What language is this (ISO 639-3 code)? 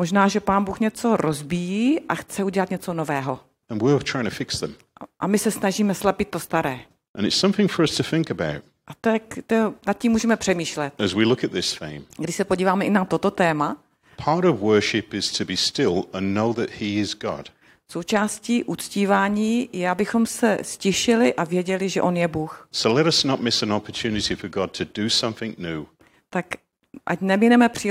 ces